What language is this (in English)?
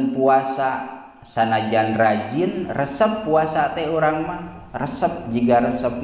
Sundanese